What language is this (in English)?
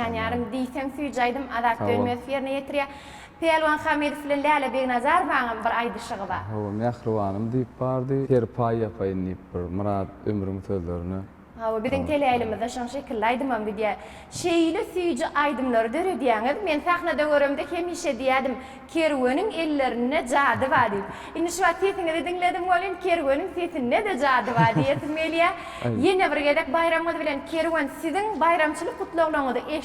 Turkmen